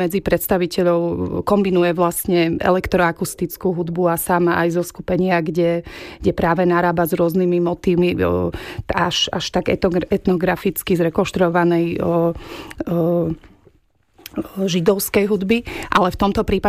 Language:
Slovak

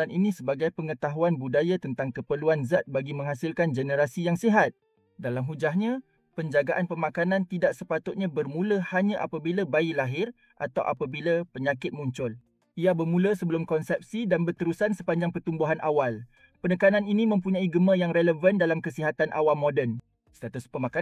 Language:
Malay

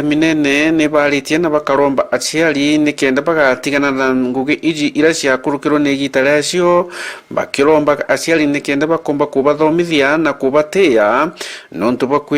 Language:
Meru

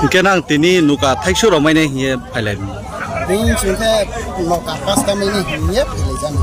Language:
Riang (India)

